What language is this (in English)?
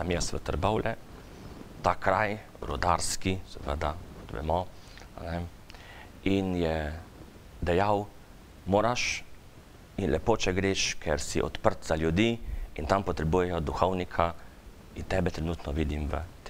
Slovenian